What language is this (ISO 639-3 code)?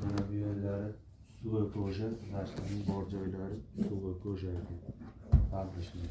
uzb